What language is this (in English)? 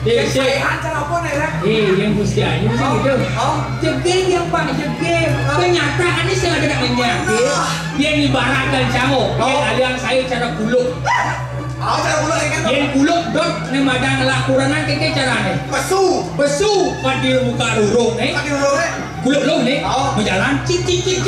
Balinese